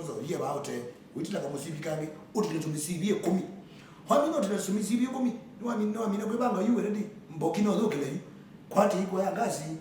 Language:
Kamba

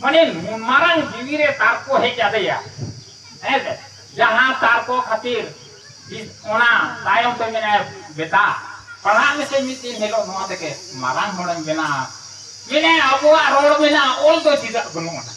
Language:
Santali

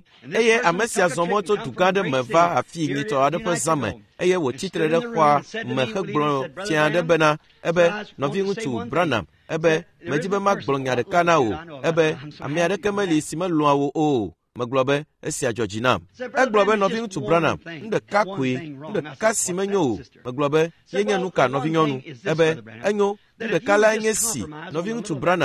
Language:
Ewe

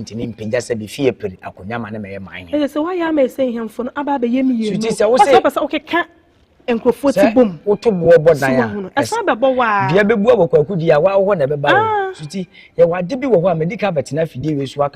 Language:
Akan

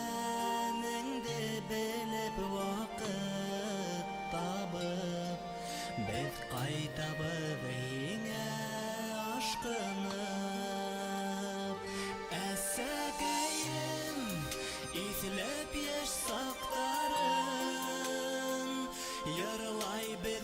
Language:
Bashkir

